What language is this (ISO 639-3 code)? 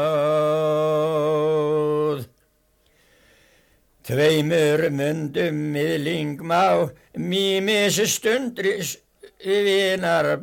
isl